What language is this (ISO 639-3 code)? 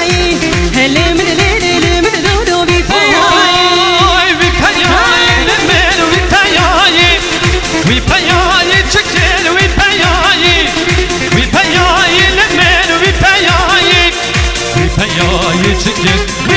kur